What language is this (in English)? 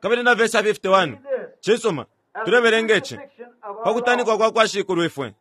Bemba